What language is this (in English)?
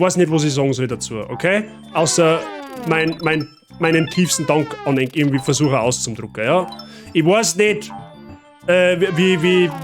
Bavarian